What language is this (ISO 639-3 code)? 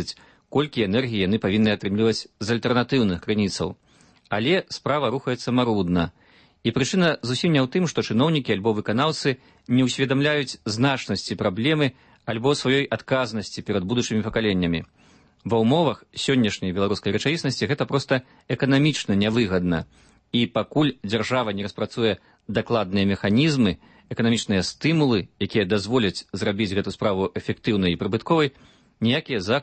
bel